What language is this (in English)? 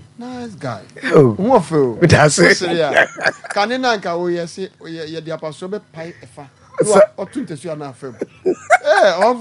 Akan